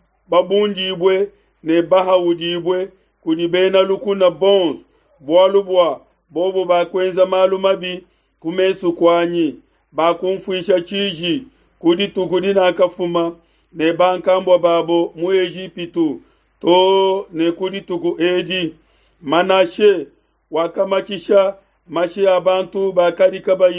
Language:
Luba-Lulua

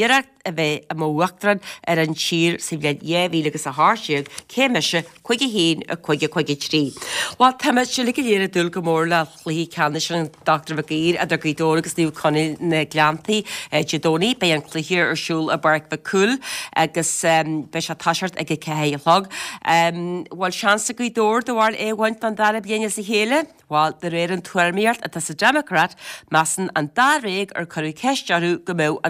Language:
Irish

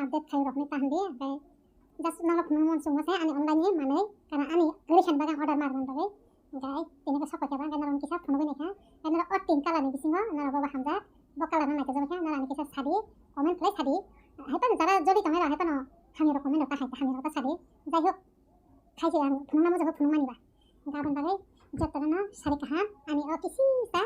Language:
Kok Borok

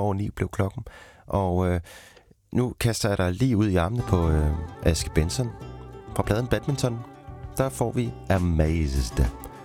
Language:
Danish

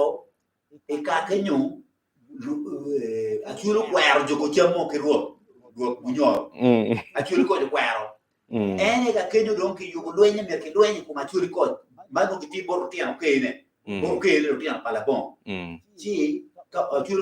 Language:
Acoli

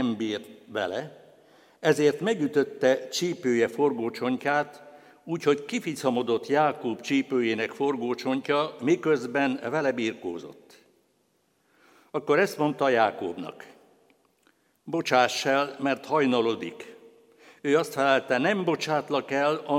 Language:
Hungarian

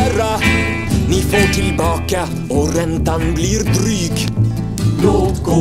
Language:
Swedish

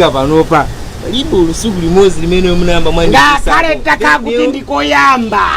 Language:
Nyanja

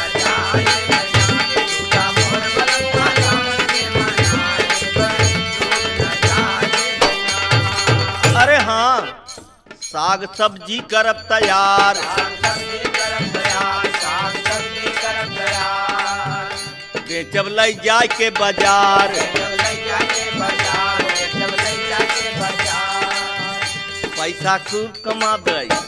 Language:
Bhojpuri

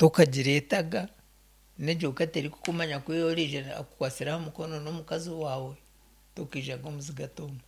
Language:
Nyankole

